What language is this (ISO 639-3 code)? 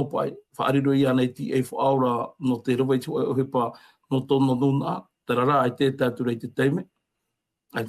tah